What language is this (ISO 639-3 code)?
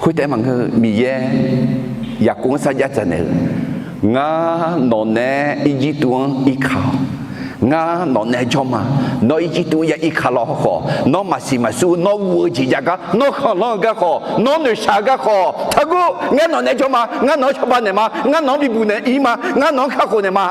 ahk